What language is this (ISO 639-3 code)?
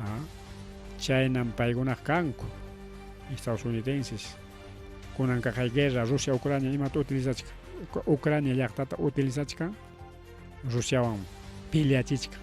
quy